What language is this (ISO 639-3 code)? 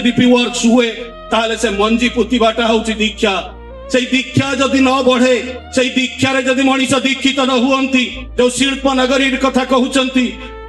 ori